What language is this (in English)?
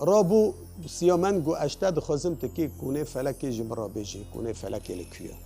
Kurdish